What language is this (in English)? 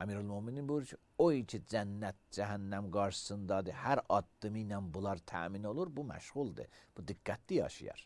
Azerbaijani